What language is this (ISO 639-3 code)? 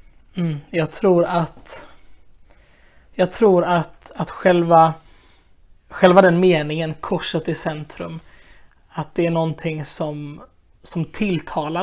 swe